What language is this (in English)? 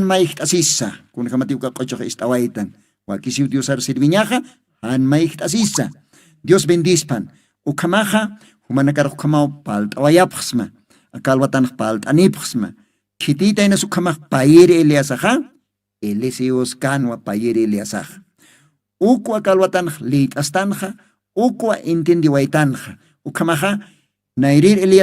Aymara